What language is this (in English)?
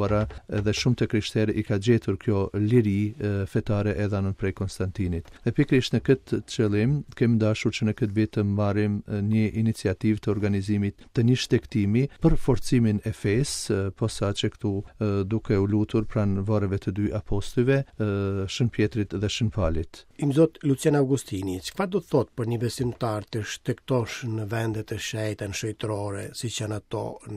Albanian